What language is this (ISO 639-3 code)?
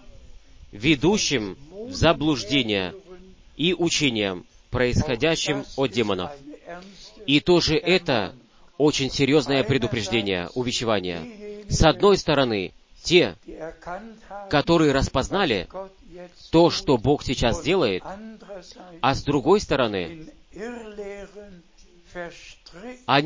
rus